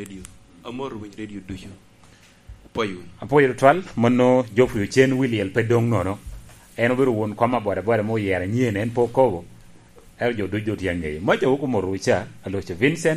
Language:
Lango (Uganda)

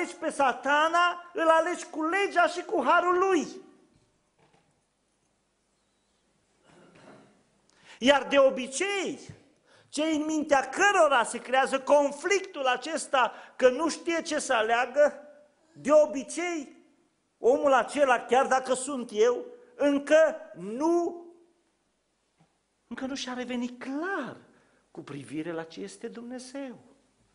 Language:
Romanian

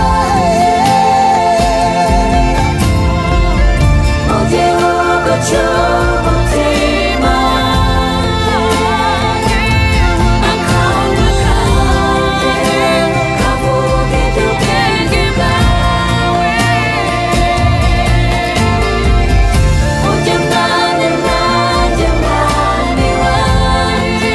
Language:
Kinyarwanda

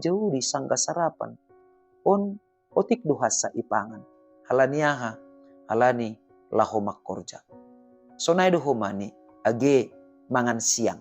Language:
Batak Simalungun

